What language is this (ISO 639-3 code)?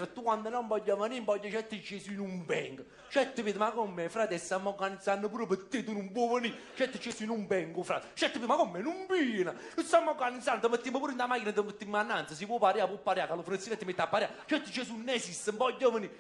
nap